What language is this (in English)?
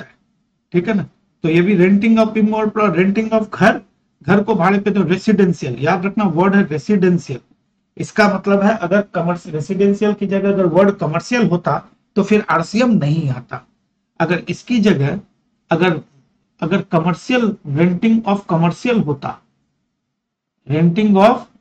Hindi